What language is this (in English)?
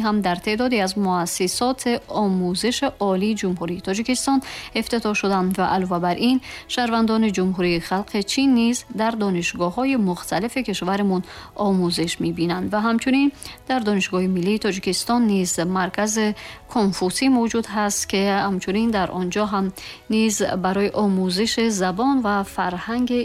Tajik